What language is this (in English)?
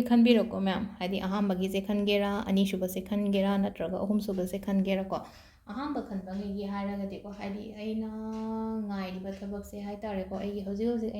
Manipuri